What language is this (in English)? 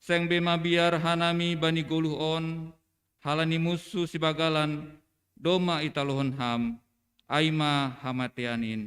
Batak Simalungun